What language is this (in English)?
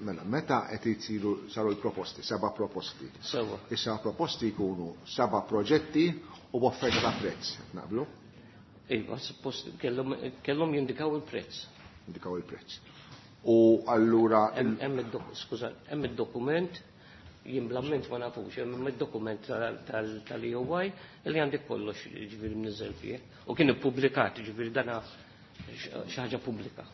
Maltese